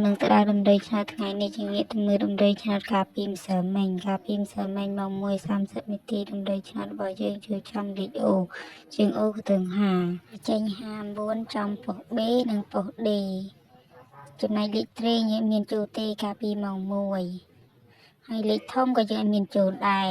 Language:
Khmer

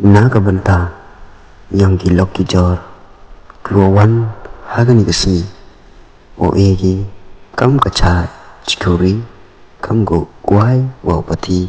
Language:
Pnar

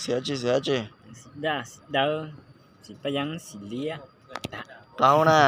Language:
Hmong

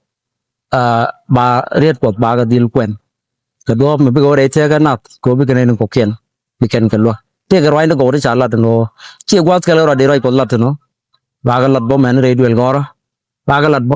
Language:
Nuer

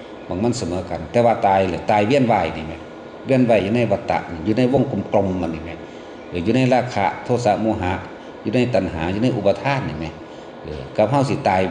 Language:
Northeastern Thai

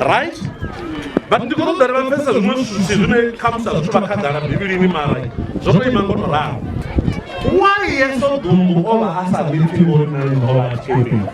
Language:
Venda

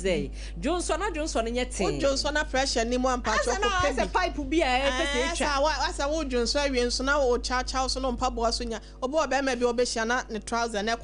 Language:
Akan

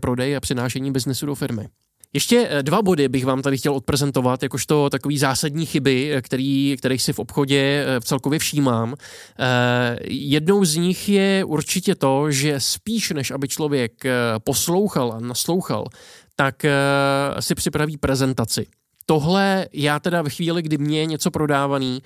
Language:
Czech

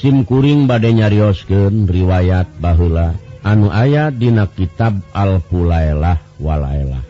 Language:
Sundanese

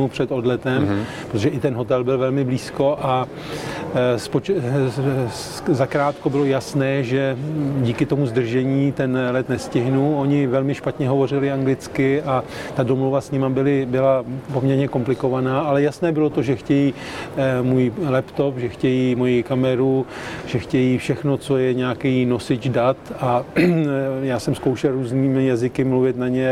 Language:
Czech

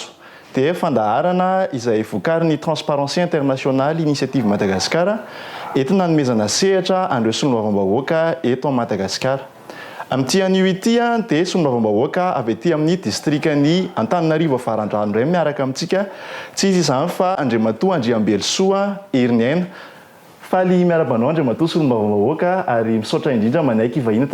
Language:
Malagasy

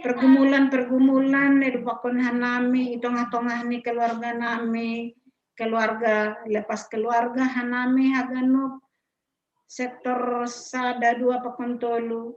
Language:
Batak Simalungun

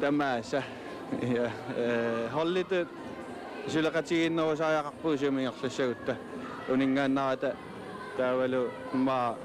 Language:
Kalaallisut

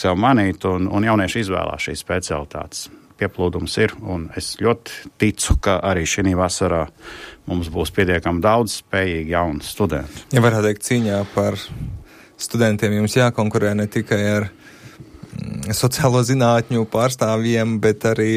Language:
Latvian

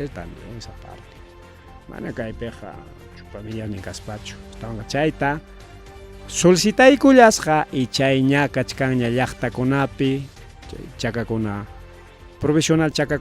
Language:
Ayacucho Quechua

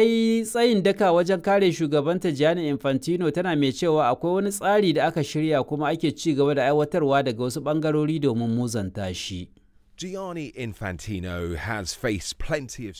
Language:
Hausa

